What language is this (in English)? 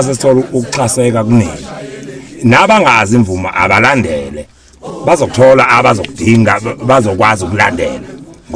Zulu